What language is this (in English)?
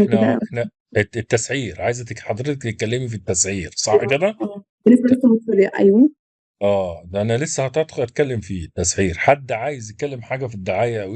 Egyptian Arabic